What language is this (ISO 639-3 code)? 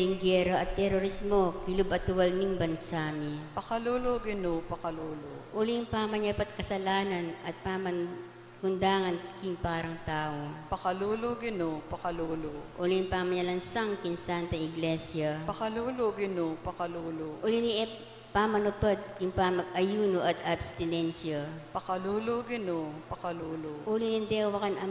pam